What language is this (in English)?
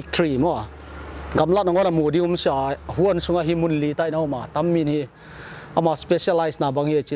Paite Chin